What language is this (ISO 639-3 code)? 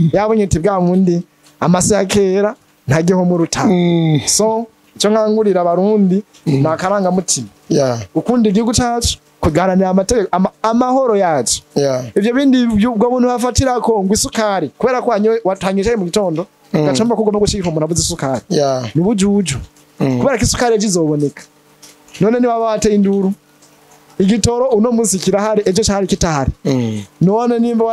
run